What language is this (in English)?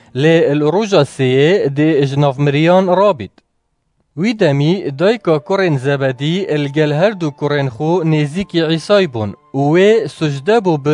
Kurdish